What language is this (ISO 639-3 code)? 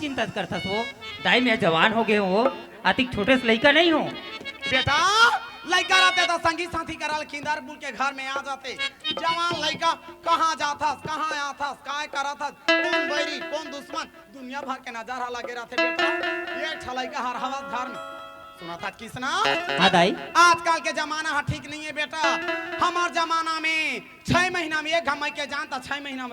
hne